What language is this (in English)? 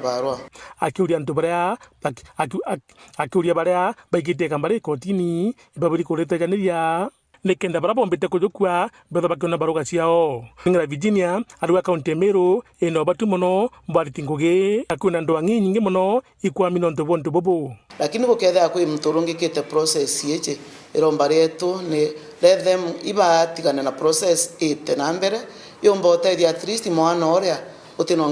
Meru